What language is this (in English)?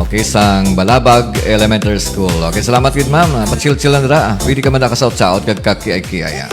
Hiligaynon